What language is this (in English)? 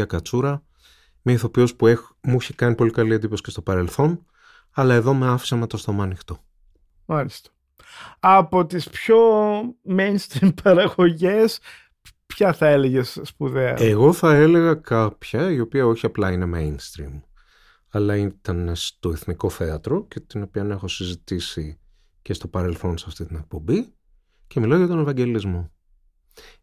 Greek